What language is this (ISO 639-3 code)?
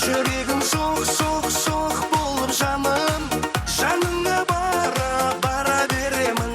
kaa